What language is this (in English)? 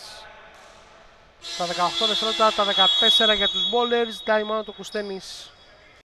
Greek